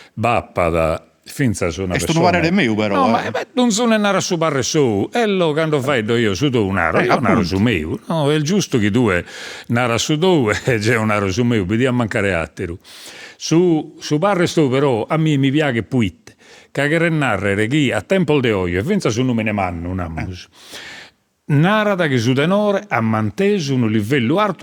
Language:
Sardinian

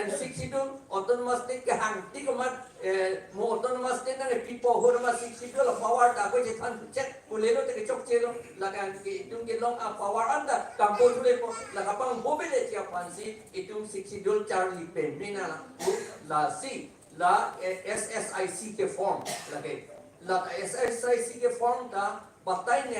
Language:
Karbi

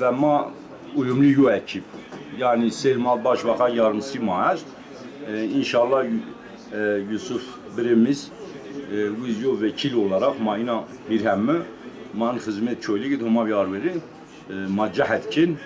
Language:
Zaza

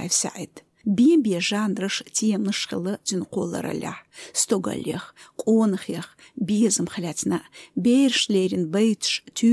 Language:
Chechen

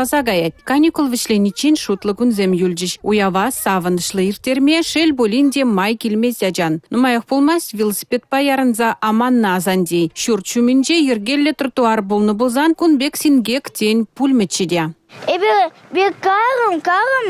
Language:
Chuvash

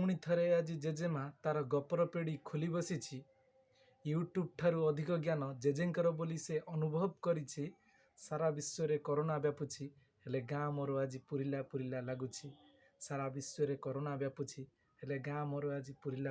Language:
Odia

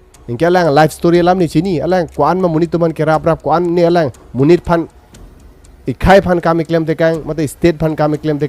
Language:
Karbi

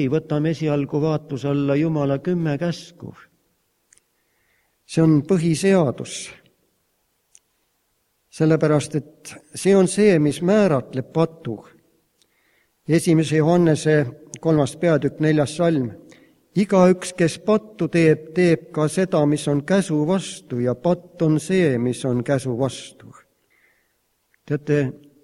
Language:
Estonian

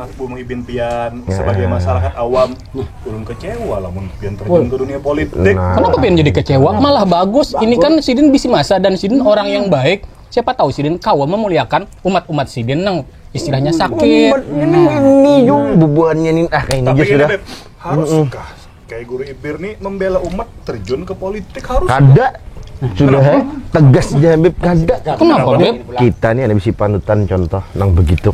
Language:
Banjar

